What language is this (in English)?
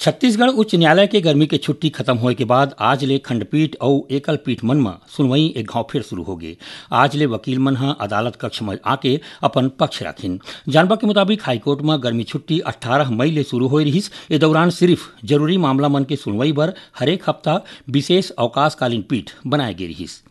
Chhattisgarhi